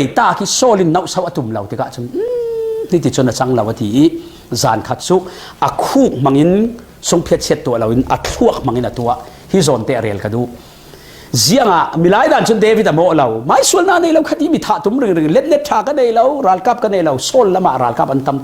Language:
Falam Chin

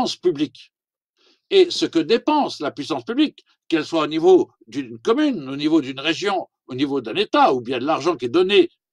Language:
French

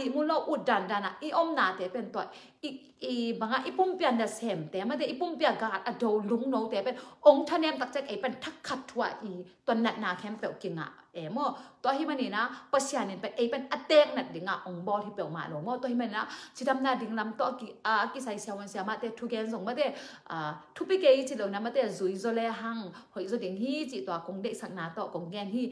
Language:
Tedim Chin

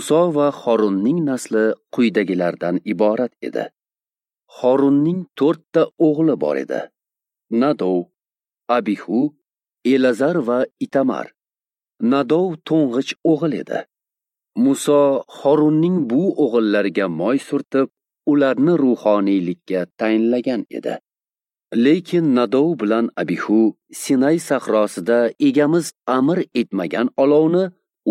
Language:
Uzbek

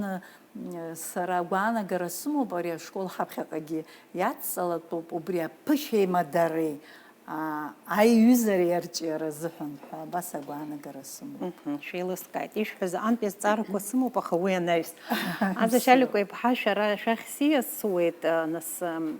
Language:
Abkhazian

